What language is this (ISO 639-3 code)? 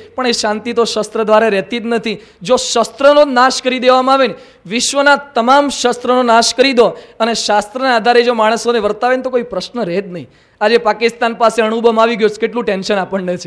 guj